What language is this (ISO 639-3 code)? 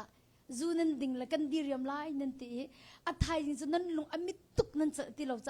cnh